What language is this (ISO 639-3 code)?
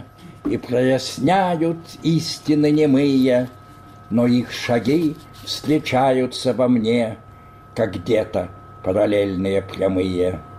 rus